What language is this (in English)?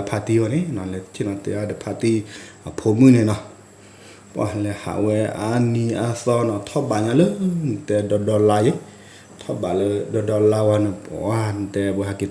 S'gaw Karen